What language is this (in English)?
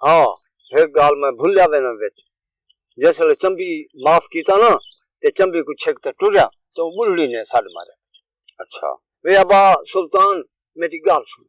Saraiki